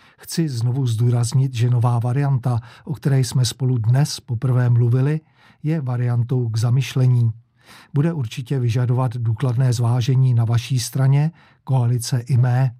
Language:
Czech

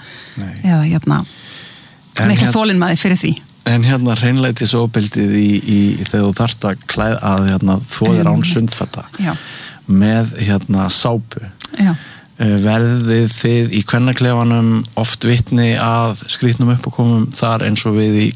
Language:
Icelandic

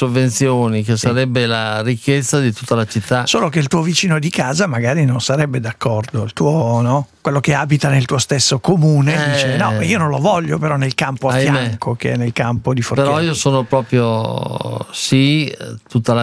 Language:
Italian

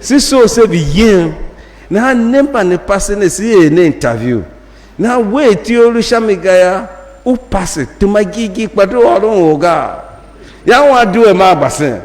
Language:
Tiv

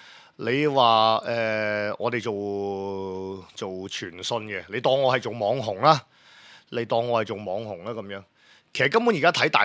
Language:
Cantonese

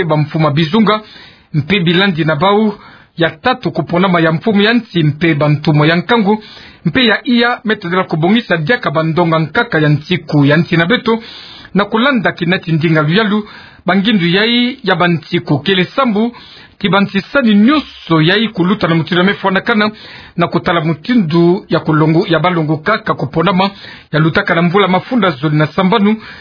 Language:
Kituba (Democratic Republic of Congo)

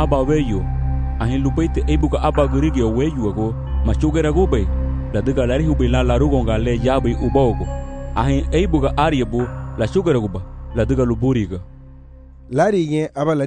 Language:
Garifuna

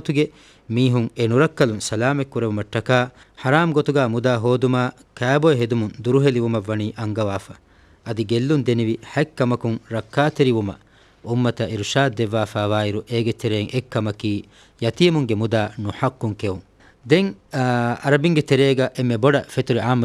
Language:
Divehi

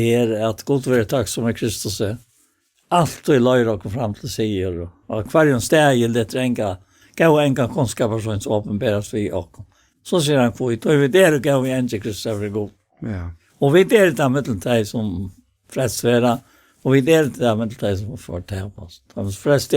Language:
Faroese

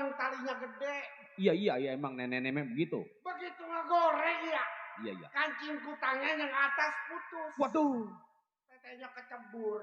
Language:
Betawi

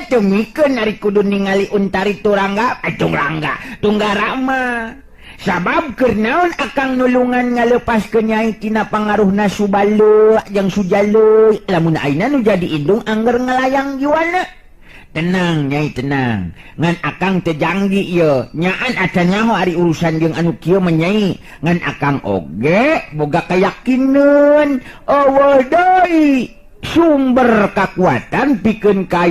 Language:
Sundanese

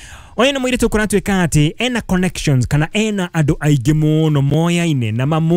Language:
Kikuyu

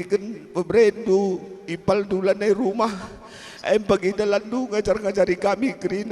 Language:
Batak Karo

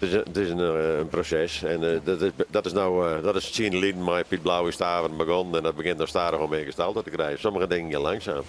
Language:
Western Frisian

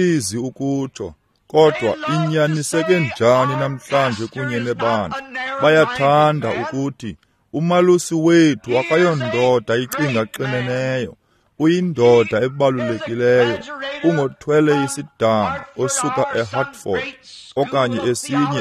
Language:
Xhosa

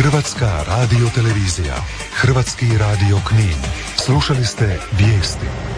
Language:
Croatian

